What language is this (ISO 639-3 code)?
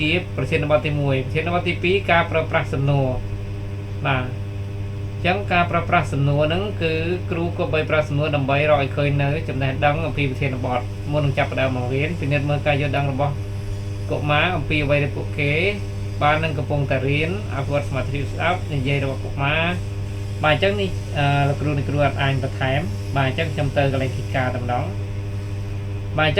khm